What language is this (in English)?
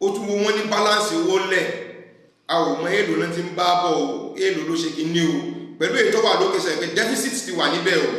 Yoruba